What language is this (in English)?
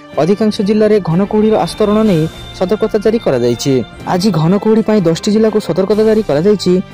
Odia